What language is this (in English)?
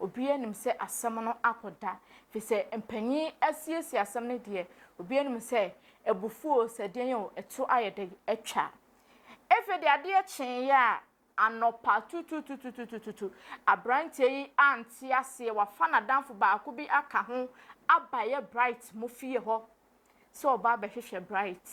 Akan